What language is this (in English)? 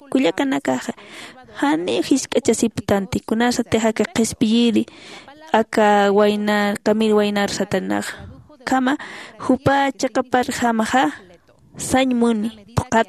Aymara